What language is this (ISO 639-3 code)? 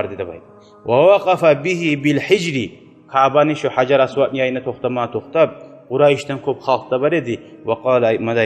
kum